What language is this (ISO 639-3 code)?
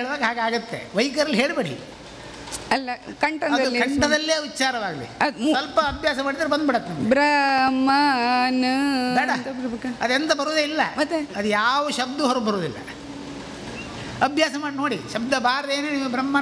kan